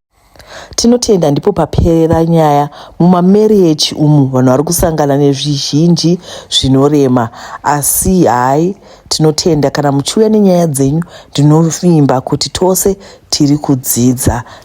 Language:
Shona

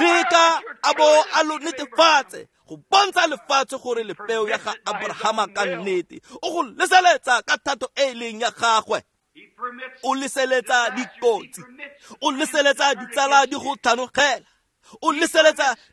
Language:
Tswana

